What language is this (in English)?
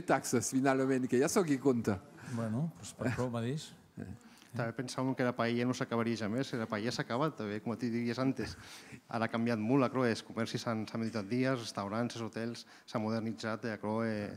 Occitan